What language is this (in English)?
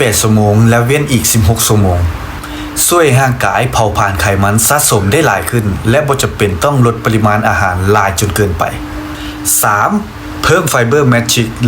Lao